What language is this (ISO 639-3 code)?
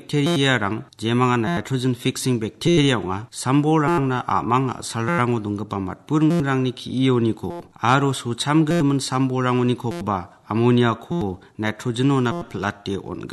grt